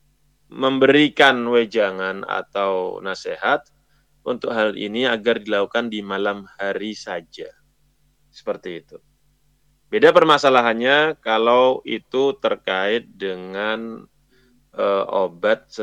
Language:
Indonesian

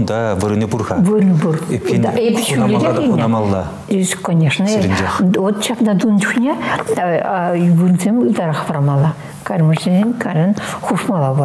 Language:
Chuvash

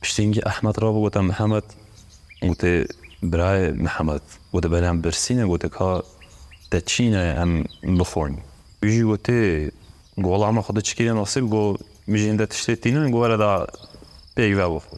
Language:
Kurdish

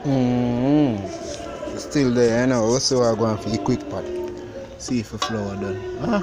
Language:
Jamaican Creole English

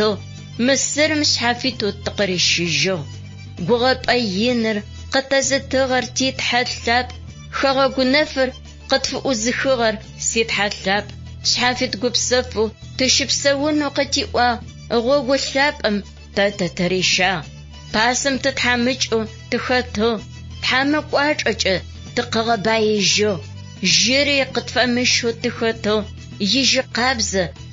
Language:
Adyghe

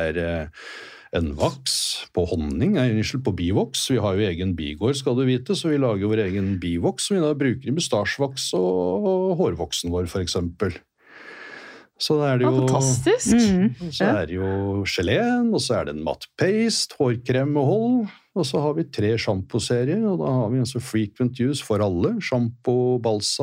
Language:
Norwegian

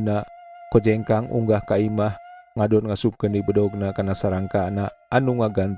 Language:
Sundanese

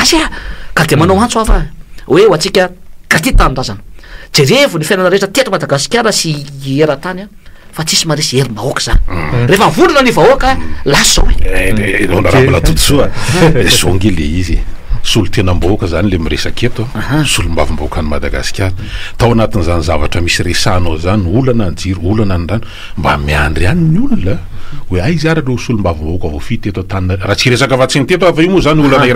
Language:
Malagasy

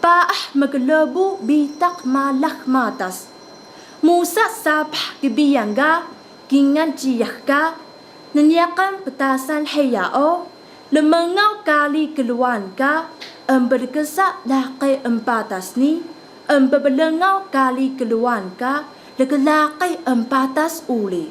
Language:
Taroko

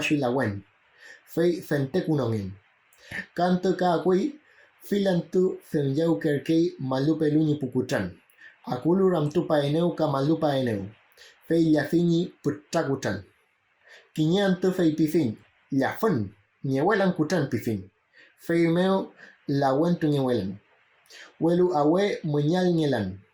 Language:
Mapuche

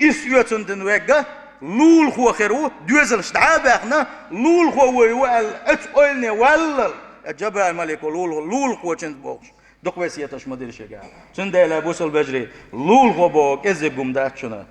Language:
Chechen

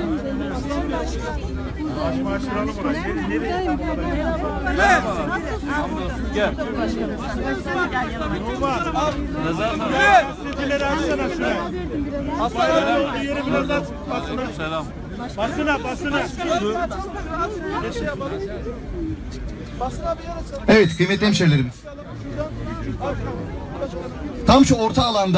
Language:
Turkish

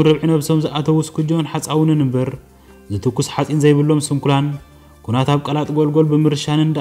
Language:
Tigrinya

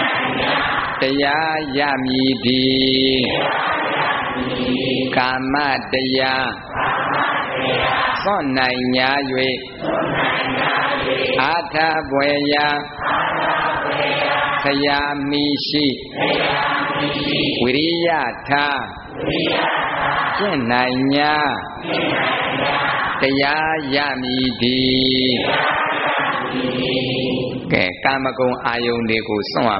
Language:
Burmese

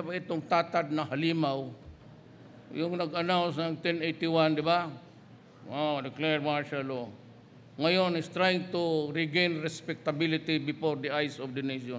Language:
Filipino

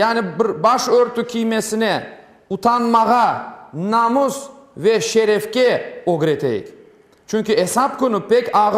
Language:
Crimean Tatar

